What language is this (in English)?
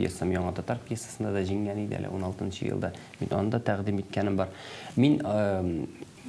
Tatar